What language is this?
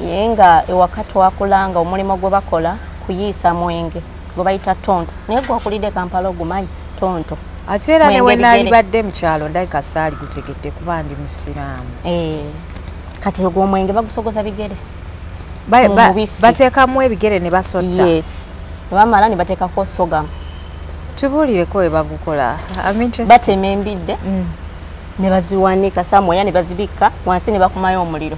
Ganda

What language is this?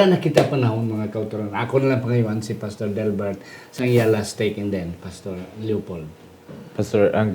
Hiligaynon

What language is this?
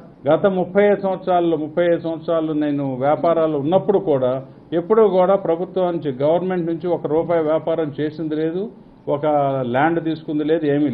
Telugu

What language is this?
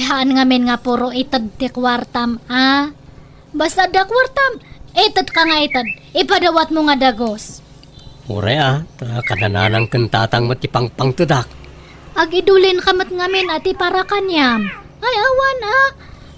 Iloko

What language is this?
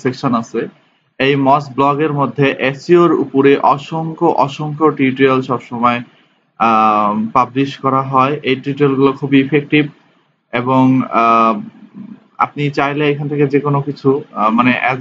Bangla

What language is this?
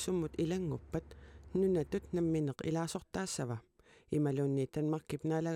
Kalaallisut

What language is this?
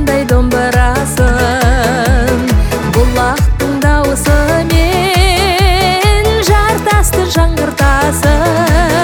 Kazakh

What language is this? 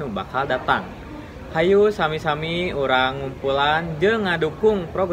Sundanese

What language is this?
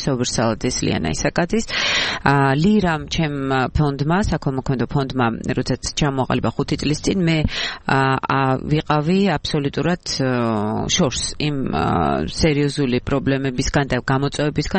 Georgian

